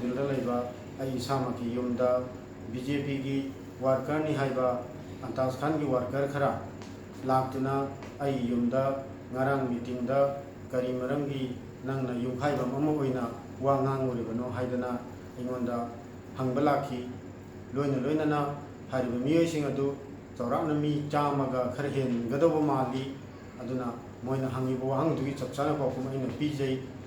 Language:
Manipuri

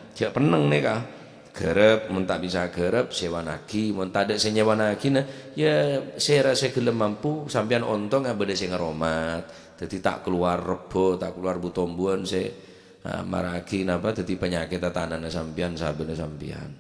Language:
Madurese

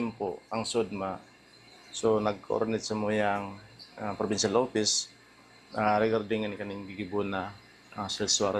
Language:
Bikol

